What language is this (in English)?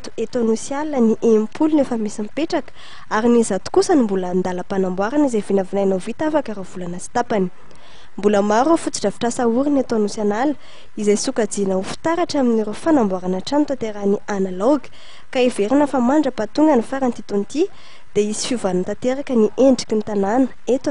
Malagasy